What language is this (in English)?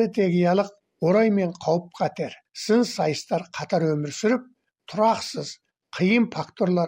Kazakh